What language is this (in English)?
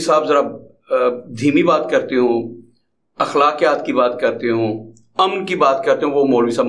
Urdu